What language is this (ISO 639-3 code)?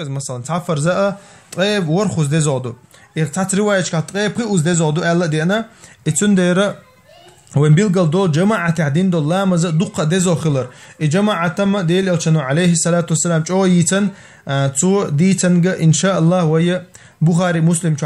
che